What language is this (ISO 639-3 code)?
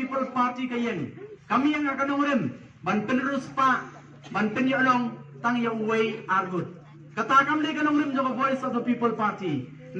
kha